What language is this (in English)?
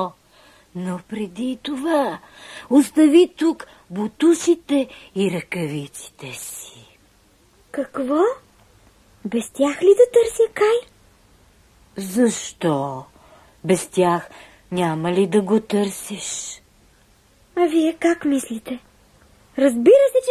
Bulgarian